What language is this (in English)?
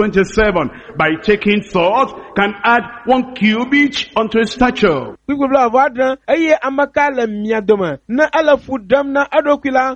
Ewe